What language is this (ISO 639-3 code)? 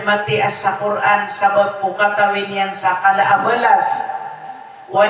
mrw